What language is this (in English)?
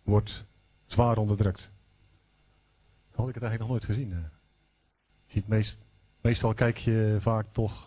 Dutch